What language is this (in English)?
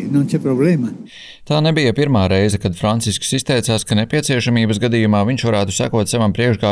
Latvian